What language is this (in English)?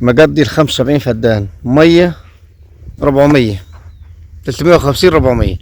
Egyptian Arabic